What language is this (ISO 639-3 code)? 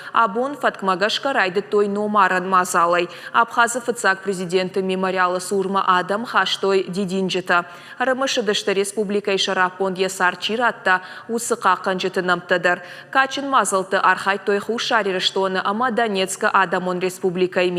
oss